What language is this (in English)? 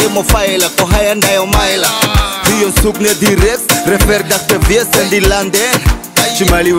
Swahili